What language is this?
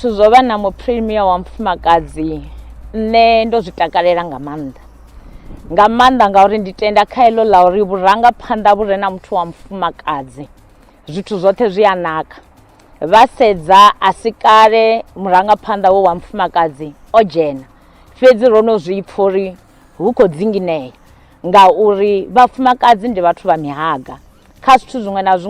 Venda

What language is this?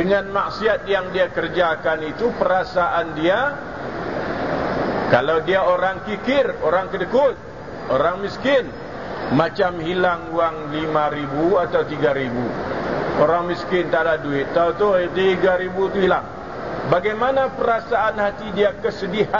Malay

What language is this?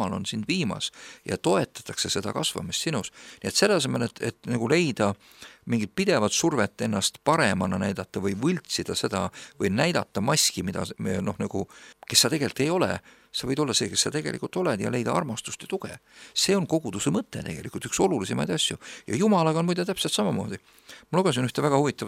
Estonian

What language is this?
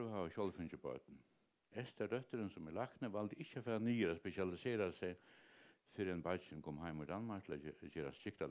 Faroese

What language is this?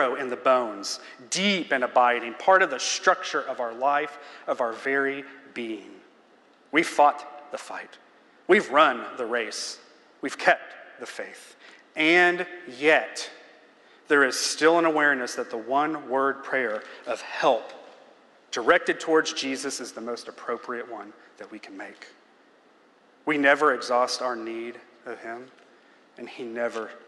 English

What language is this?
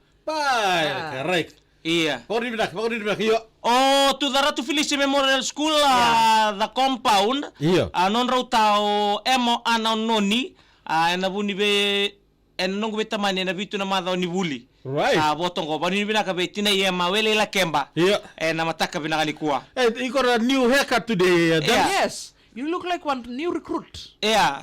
Fijian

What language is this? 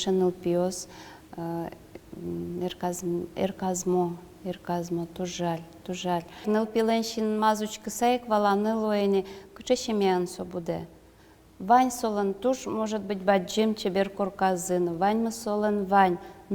Udmurt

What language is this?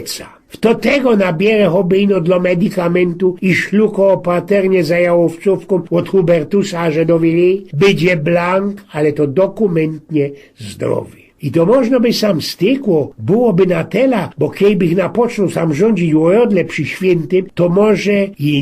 Silesian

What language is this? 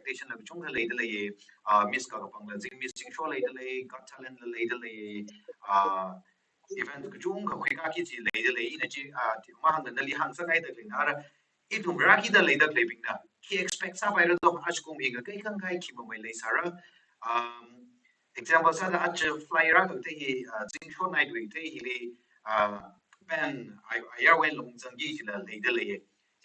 Tangkhul Naga (India)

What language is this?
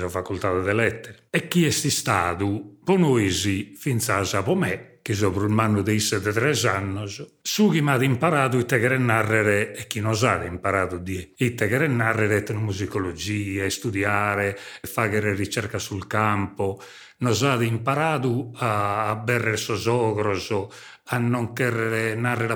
Sardinian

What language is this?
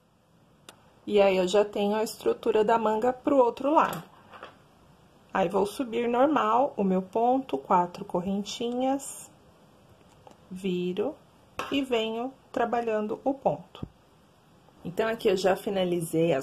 Portuguese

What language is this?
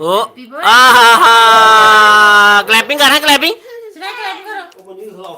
Dogri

